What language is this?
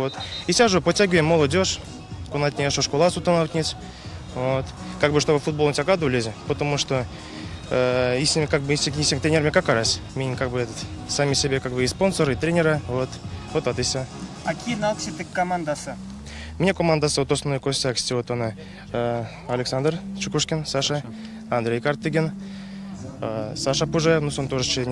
Erzya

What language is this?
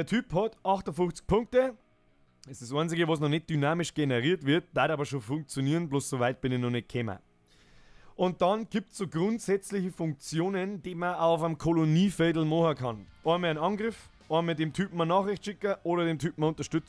Bavarian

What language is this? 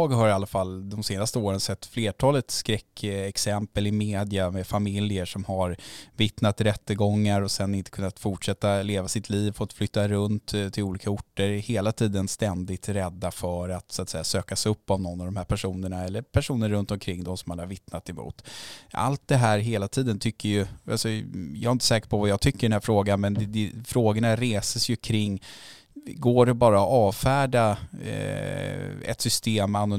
Swedish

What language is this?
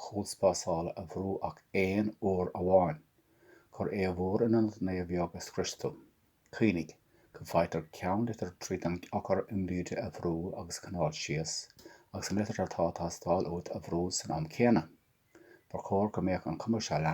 Irish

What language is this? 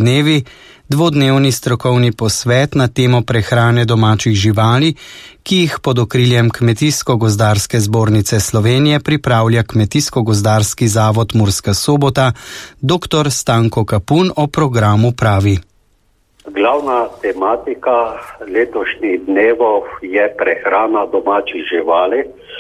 Slovenian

